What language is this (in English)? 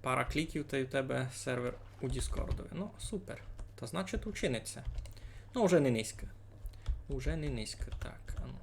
Rusyn